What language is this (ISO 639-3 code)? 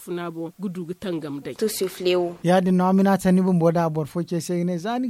dje